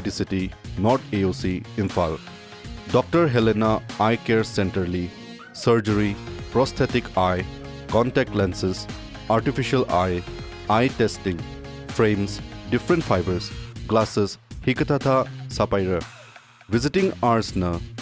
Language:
Tangkhul Naga (India)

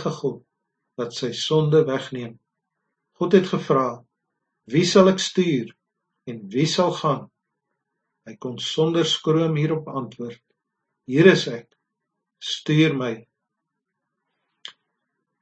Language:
Afrikaans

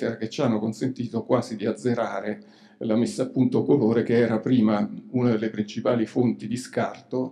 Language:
Italian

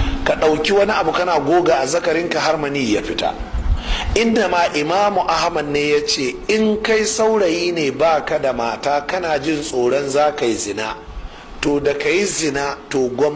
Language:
Hausa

